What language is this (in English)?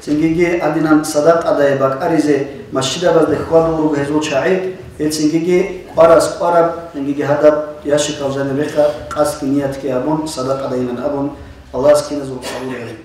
Avaric